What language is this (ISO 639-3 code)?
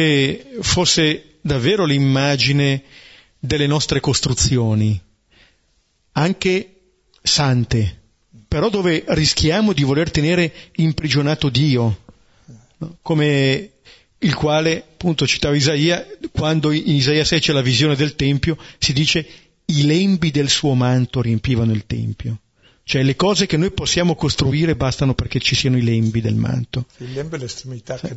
ita